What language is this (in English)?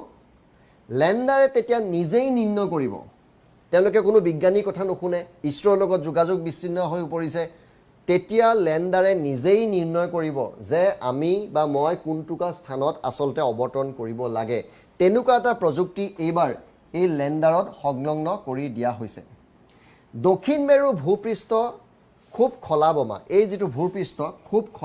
Assamese